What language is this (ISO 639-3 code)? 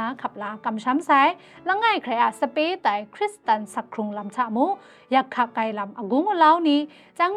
kac